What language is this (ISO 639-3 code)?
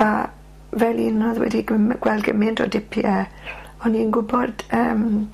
cym